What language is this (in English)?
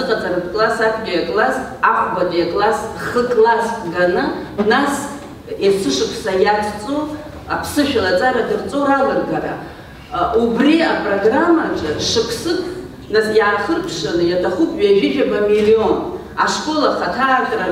Abkhazian